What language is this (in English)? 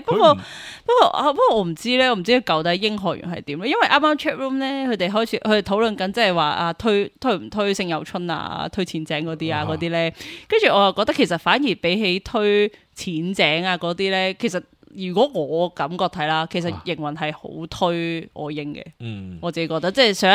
Cantonese